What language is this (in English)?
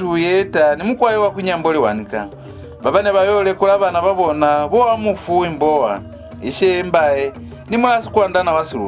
Lozi